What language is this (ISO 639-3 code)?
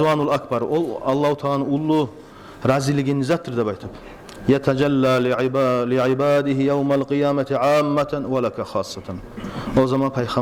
kum